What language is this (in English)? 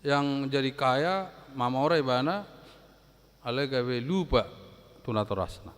Batak Toba